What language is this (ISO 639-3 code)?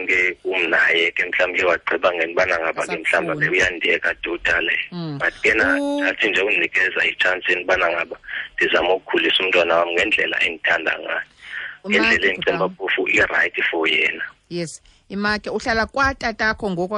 xho